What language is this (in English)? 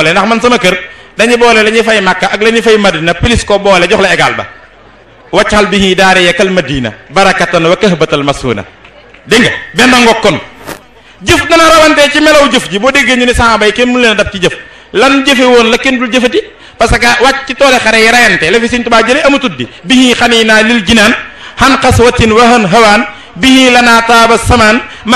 Wolof